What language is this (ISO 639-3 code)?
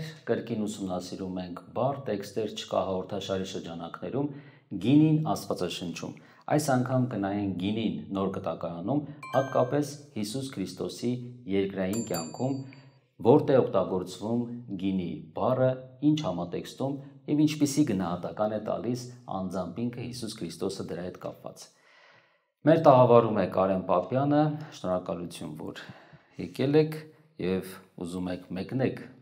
hye